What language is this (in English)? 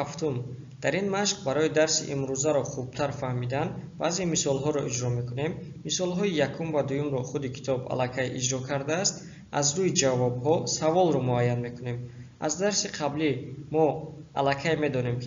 Tajik